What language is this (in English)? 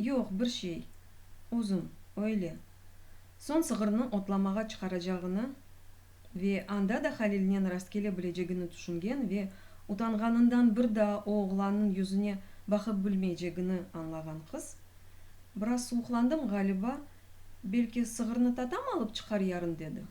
Crimean Tatar